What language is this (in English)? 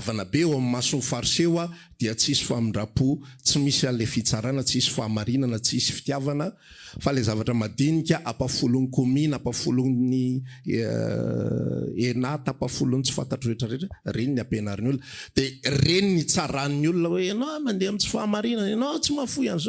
Malagasy